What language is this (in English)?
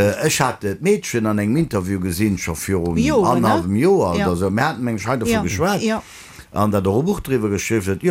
Luxembourgish